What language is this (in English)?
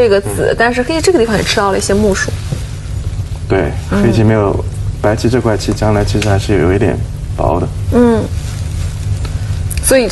Chinese